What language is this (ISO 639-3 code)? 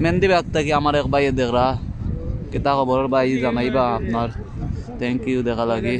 syl